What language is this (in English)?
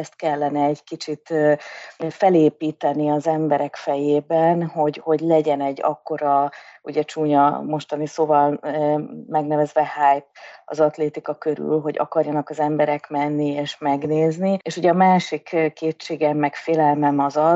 Hungarian